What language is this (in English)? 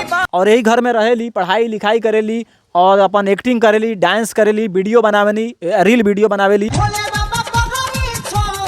Bhojpuri